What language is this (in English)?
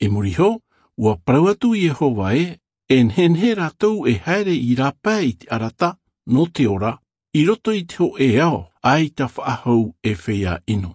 Tahitian